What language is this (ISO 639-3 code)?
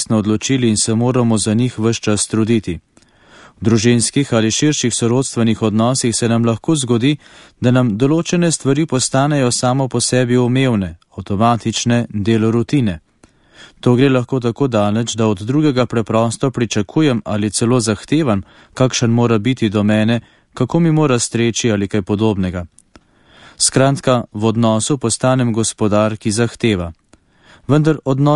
slv